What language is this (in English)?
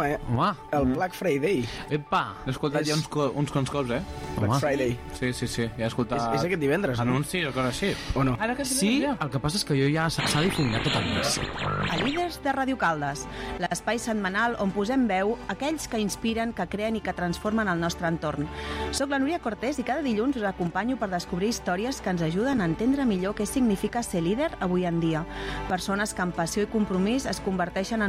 Catalan